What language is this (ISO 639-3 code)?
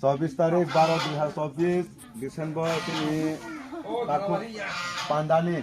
trp